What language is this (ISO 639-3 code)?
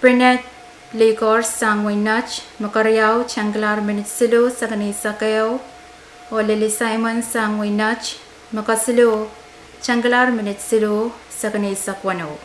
pon